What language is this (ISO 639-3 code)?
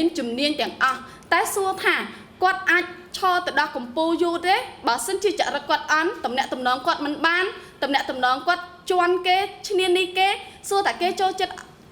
khm